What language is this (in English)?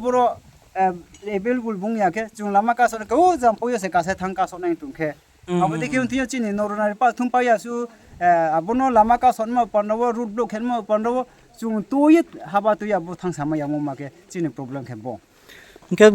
Riang (India)